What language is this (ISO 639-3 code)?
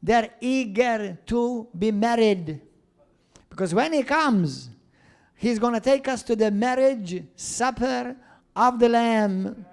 eng